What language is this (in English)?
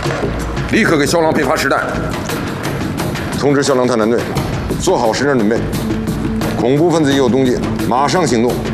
Chinese